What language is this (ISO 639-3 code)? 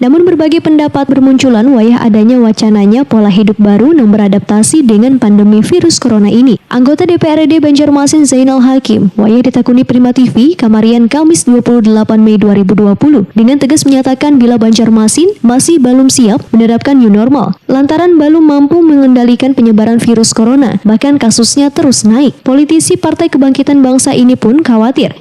bjn